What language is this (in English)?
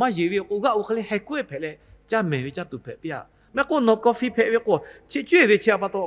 Lahu